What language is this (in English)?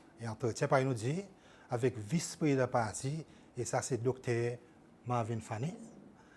Seselwa Creole French